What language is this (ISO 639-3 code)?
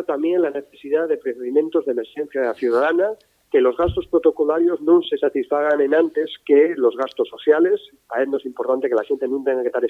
ast